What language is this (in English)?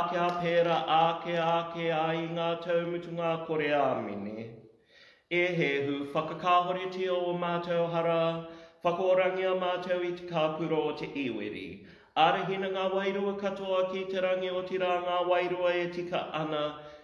Māori